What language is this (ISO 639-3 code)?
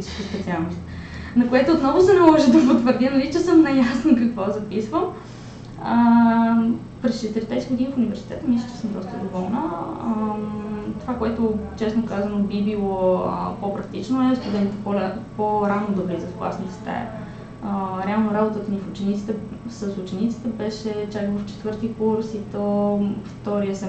bul